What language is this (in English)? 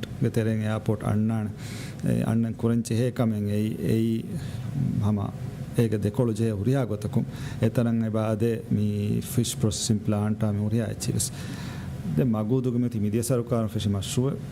Divehi